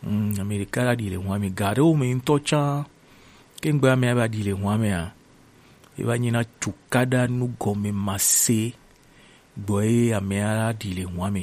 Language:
Gen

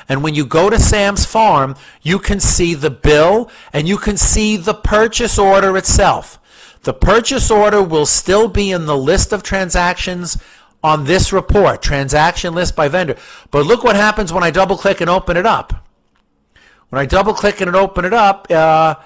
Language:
English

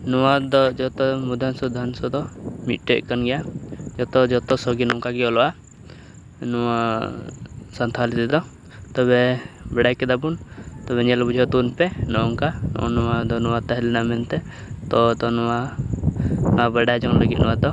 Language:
Santali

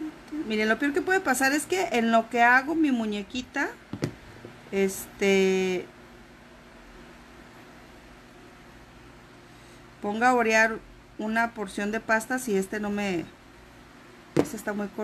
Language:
Spanish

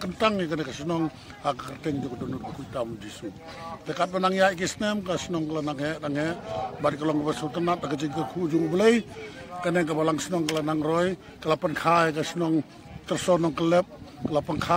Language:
Khasi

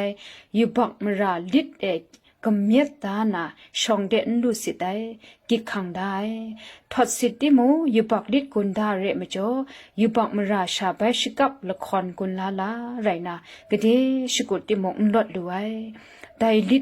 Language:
Kachin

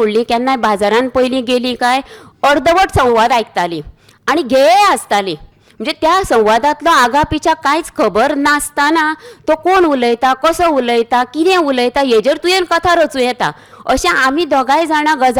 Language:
Konkani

